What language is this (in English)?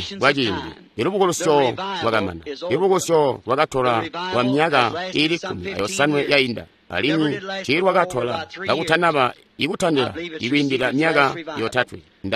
Tonga (Zambia)